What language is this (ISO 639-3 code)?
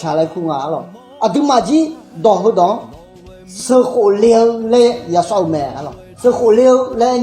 ahk